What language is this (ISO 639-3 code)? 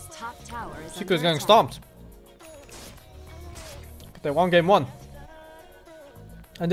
eng